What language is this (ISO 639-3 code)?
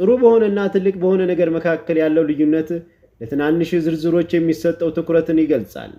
amh